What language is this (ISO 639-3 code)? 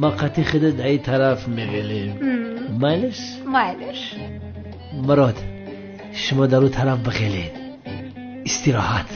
tgk